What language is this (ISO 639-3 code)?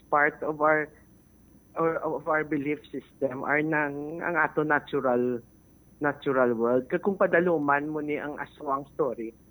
hil